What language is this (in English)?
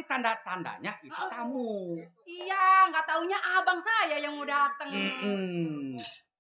Betawi